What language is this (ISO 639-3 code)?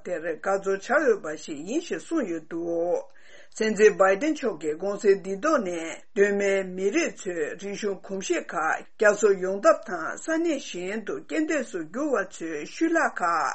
bod